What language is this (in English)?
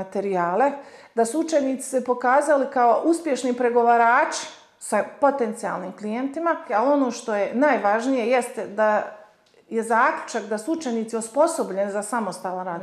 Bosnian